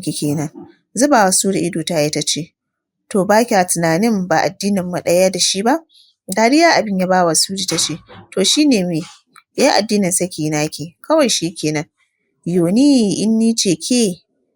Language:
Hausa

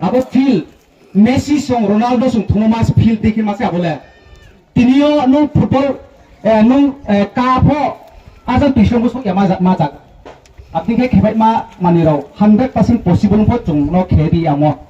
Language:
Riang (India)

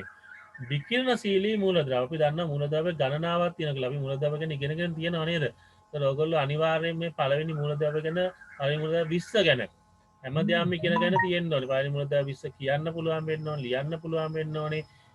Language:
Sinhala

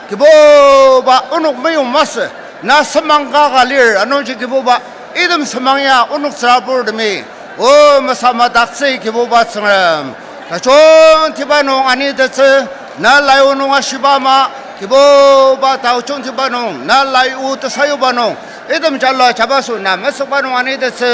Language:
Ao Naga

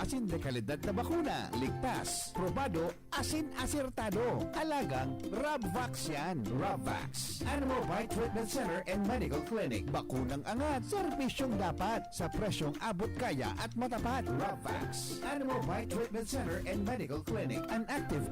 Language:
Bikol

